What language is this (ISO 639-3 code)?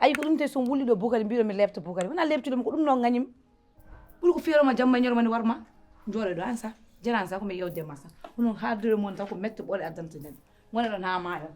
ful